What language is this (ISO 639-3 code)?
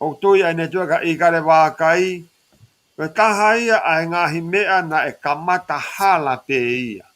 ton